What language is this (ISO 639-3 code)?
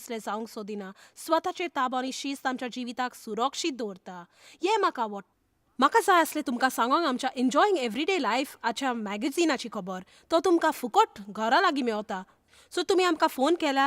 kok